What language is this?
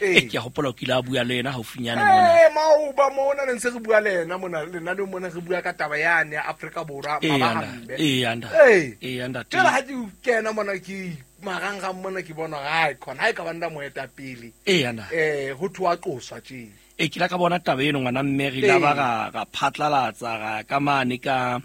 Southern Sotho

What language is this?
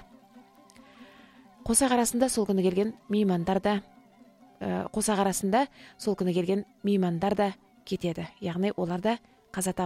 Kazakh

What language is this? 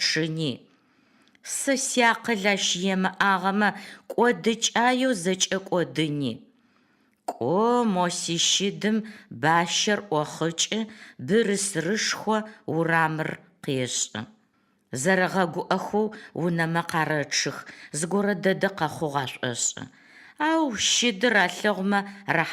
Adyghe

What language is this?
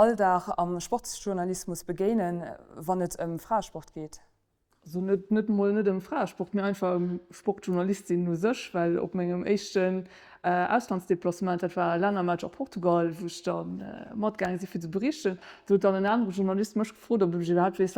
Luxembourgish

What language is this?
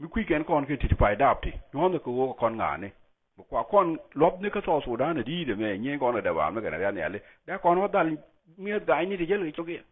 Nuer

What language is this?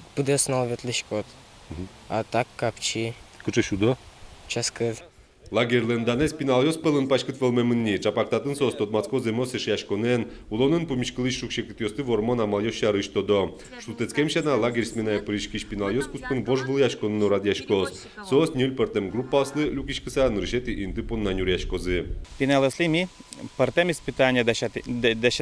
Udmurt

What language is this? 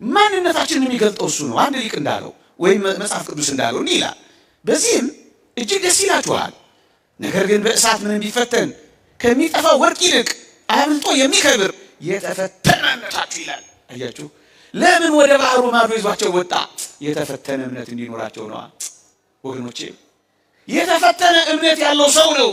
Amharic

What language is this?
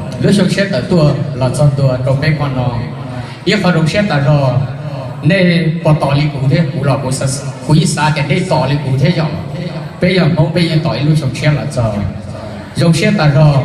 Hmong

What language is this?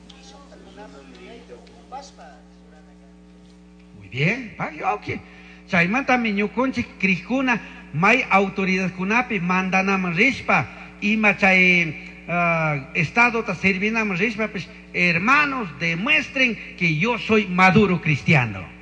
Chimborazo Highland Quichua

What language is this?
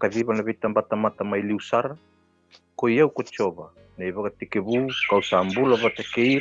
Fijian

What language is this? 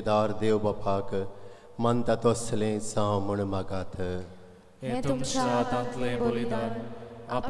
Konkani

